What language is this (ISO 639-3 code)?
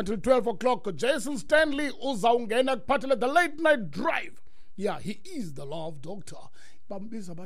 xho